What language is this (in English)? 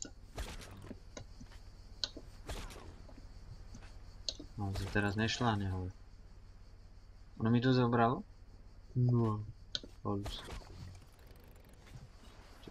Slovak